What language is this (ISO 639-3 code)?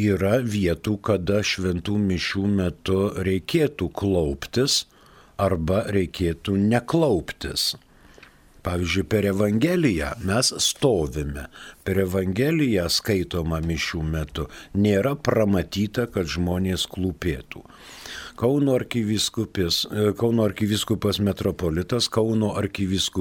lit